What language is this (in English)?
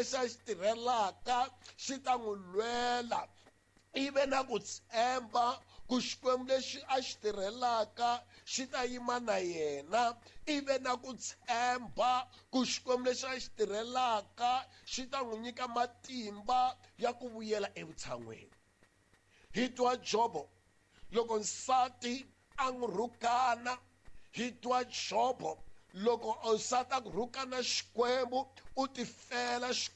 Tsonga